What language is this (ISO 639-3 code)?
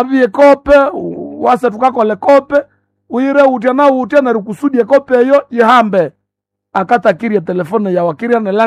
nnb